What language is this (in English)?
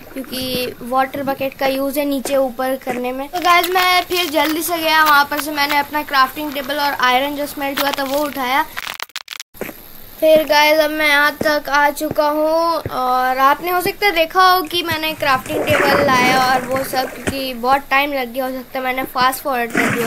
Hindi